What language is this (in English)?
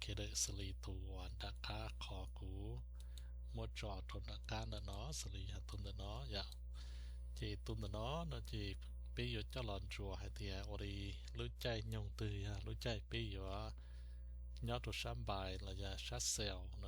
Hmong